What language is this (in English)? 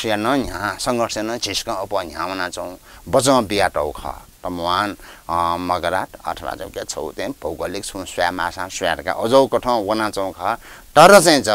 Newari